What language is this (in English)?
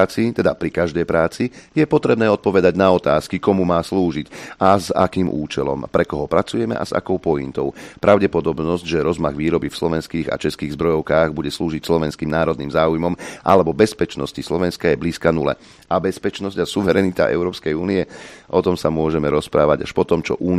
Slovak